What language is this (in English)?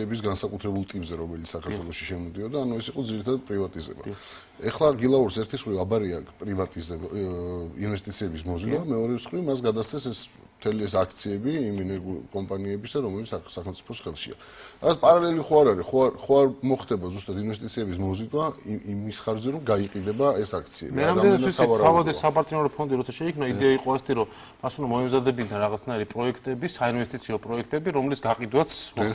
Georgian